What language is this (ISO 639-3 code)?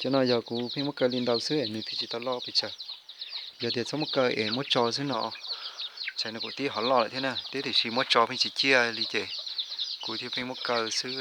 hmn